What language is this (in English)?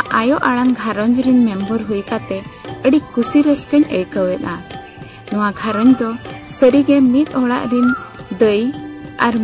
Santali